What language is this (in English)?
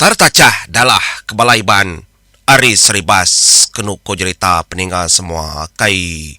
Iban